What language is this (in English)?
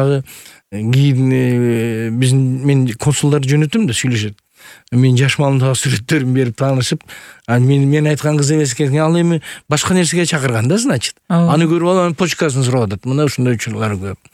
Kyrgyz